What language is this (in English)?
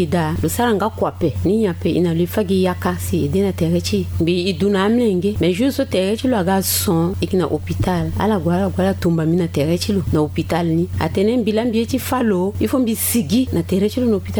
Sango